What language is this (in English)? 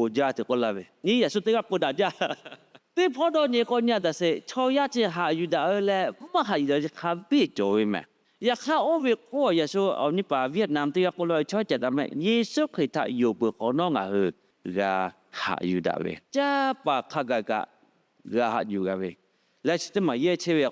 Lahu